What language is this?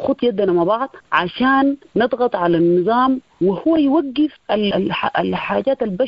Sudanese Arabic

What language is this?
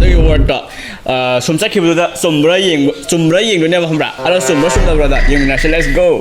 Manipuri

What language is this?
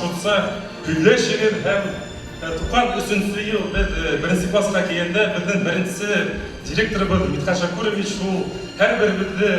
Bashkir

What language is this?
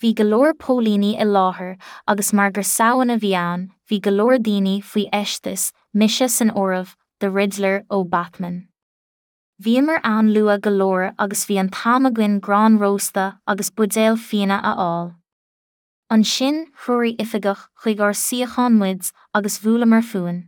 Irish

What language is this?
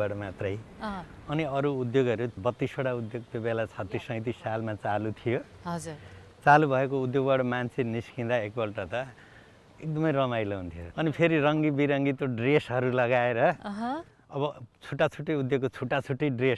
Nepali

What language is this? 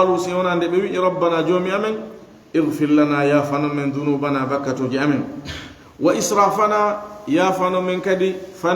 Fula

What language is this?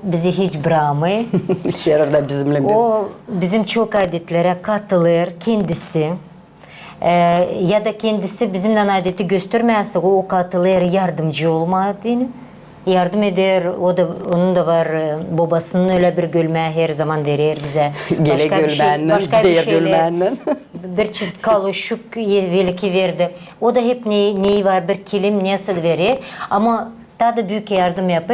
Gagauz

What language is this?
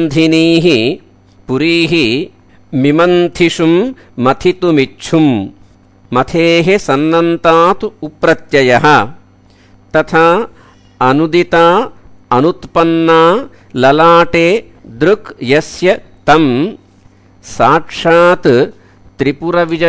Sanskrit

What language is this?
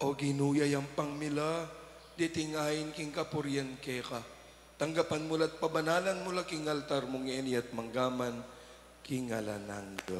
Pampanga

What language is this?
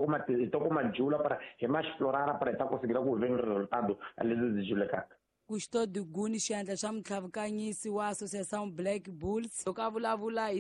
Tsonga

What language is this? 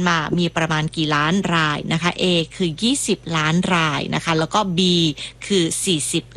Thai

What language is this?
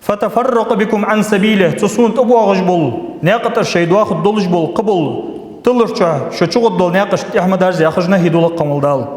Ingush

